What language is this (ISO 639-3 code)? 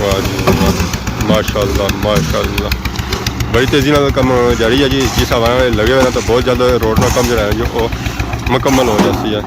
phr